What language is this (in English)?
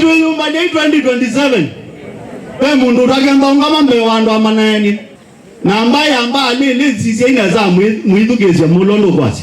Kamba